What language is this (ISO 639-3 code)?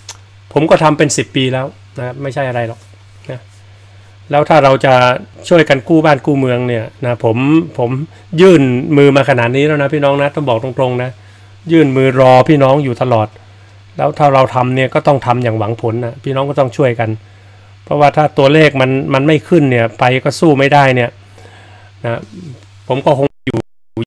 tha